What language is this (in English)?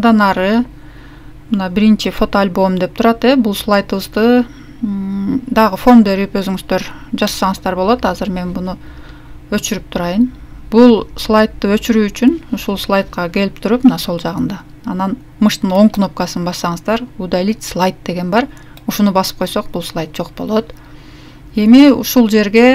Kyrgyz